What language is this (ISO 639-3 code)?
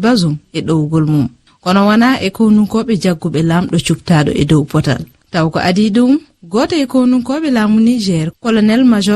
ful